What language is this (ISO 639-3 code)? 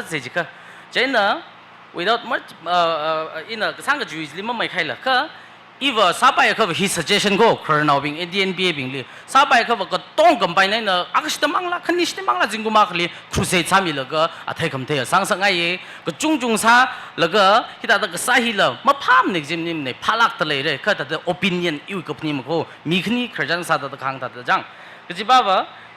nmf